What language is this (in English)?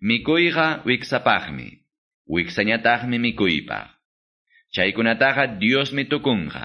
Quechua